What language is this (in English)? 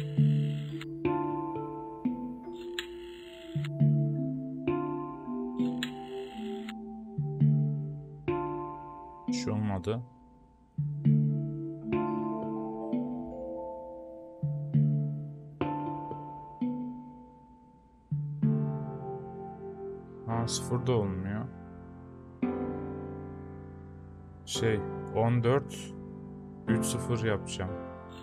Turkish